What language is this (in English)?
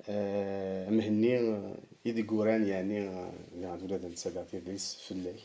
Kabyle